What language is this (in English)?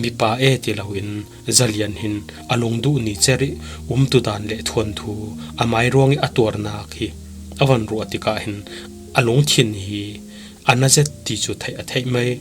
Falam Chin